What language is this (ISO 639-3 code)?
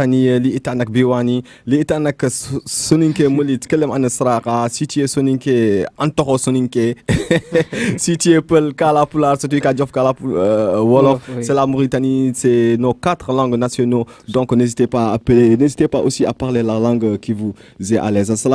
ful